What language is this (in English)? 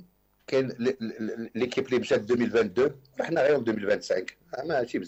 Moroccan Arabic